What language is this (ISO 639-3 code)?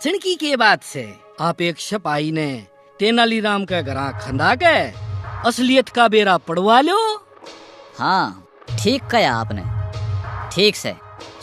bgc